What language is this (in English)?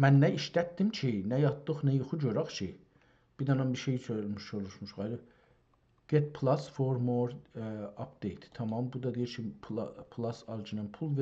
South Azerbaijani